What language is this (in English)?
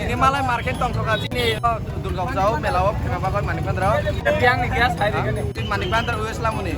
Kok Borok